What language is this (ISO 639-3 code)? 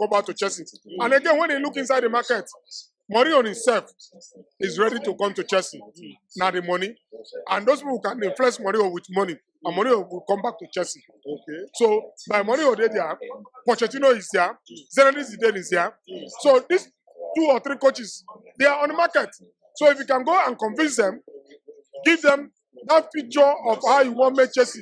pcm